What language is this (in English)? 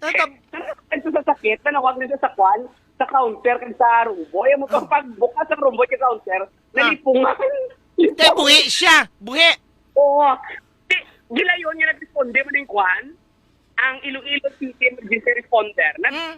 Hiligaynon